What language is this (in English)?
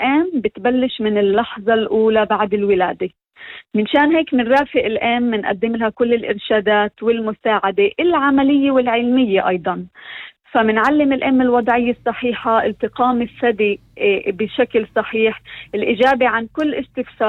North Levantine Arabic